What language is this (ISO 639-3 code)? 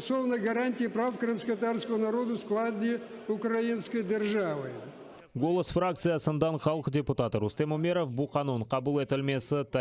crh